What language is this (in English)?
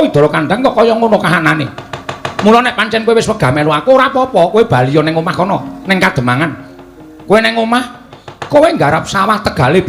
Javanese